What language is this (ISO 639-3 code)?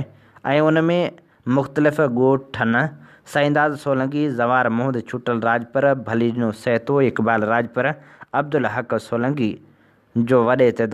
snd